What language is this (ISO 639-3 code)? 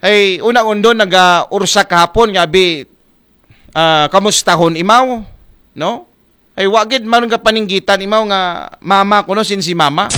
akl